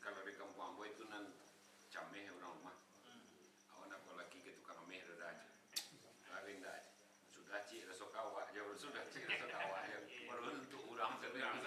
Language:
Minangkabau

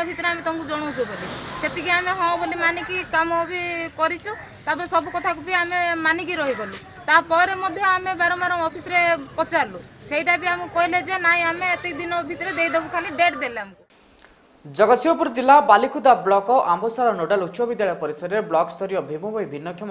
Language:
Odia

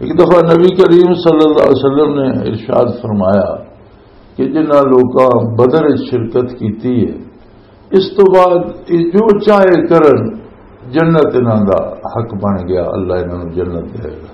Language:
Western Panjabi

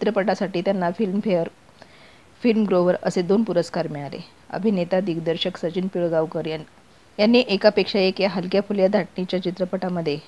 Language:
Marathi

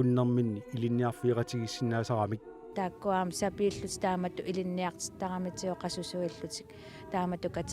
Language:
Kalaallisut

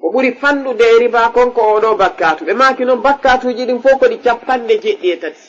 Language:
Fula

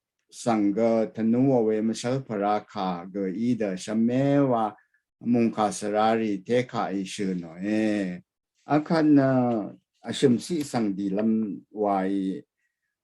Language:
Rawang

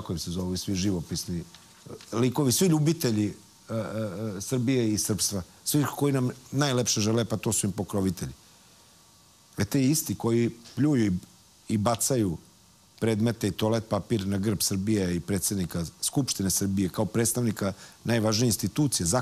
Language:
Serbian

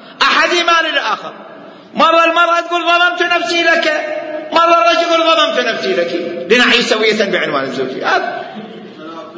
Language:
Mesopotamian Arabic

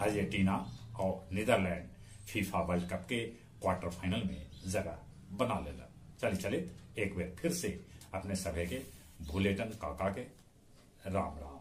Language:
Magahi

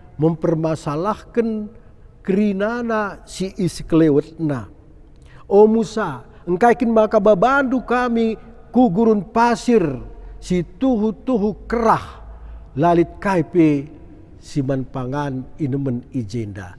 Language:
Batak Karo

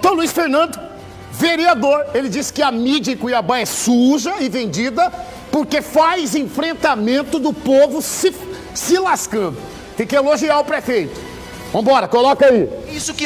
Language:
Portuguese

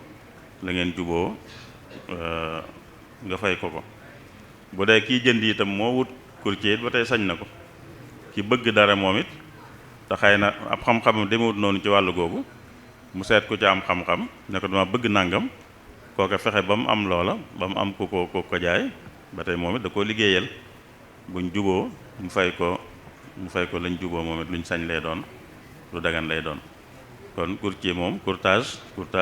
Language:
Wolof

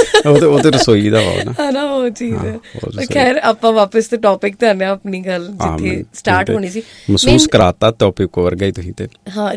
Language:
Punjabi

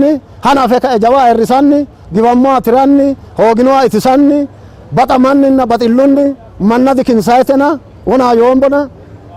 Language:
Sidamo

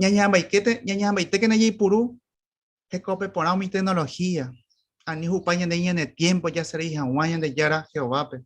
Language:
Guarani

